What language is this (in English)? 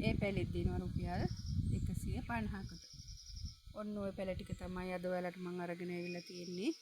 Sinhala